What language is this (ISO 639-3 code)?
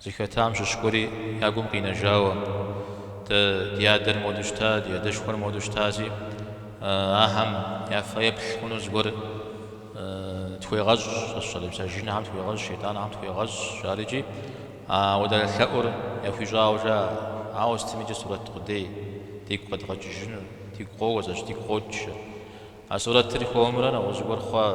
kbd